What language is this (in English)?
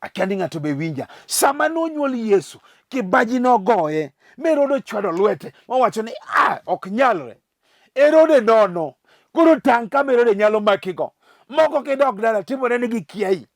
Luo (Kenya and Tanzania)